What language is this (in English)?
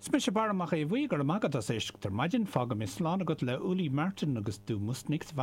Irish